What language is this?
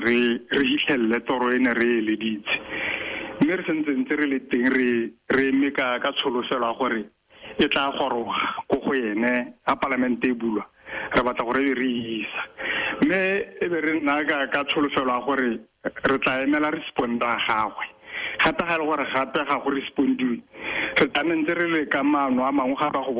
Tswana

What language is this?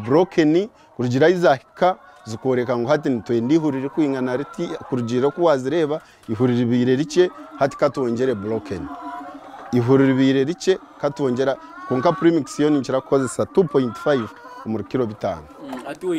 Nyankole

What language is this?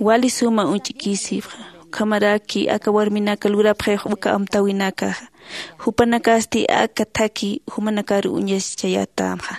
Aymara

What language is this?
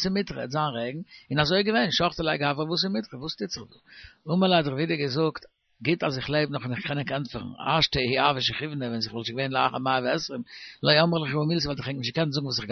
Yiddish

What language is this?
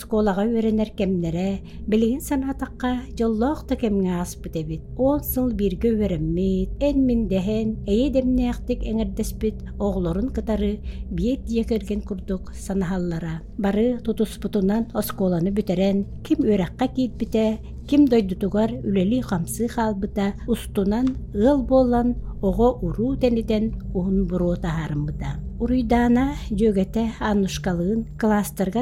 Yakut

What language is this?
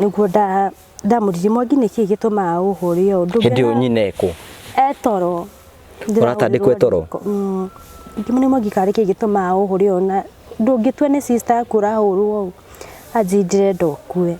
Kikuyu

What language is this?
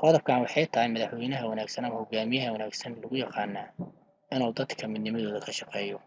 Somali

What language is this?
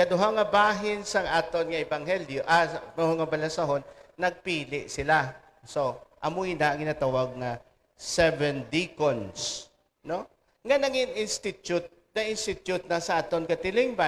Hiligaynon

